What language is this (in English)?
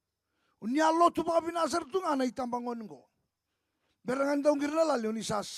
Fijian